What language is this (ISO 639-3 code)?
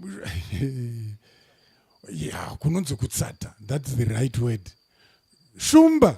sna